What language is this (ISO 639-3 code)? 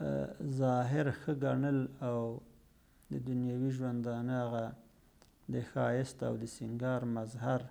pus